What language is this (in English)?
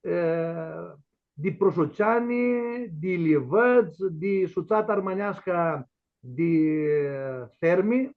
Aromanian